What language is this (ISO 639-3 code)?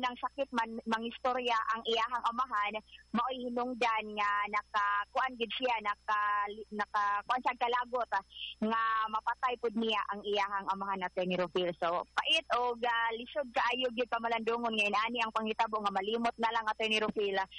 ceb